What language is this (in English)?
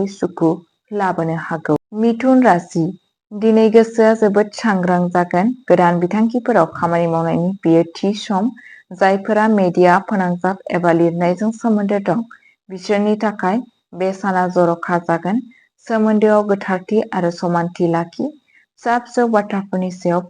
Bodo